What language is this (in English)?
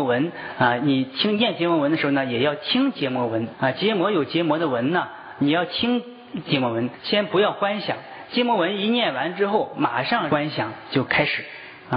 Chinese